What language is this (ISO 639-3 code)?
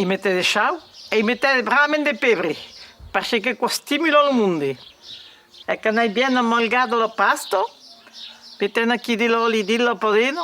oci